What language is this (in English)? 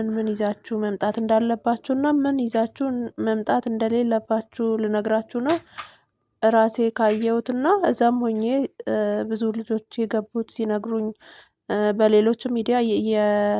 Amharic